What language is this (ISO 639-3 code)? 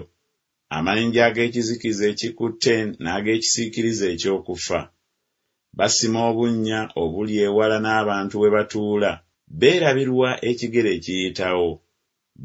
lug